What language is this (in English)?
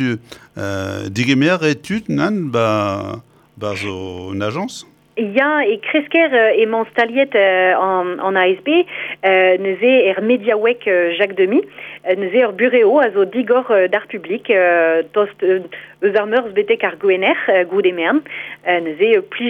Breton